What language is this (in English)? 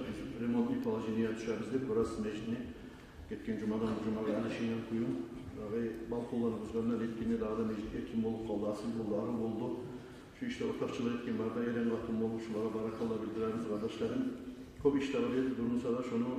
Kumyk